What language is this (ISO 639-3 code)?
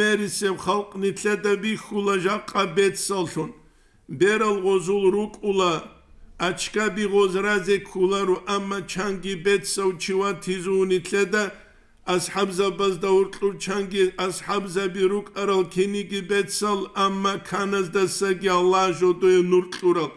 ava